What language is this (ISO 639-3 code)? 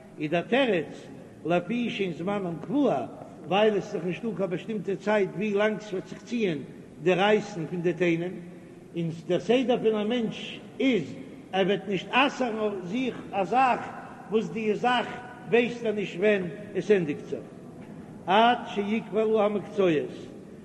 yid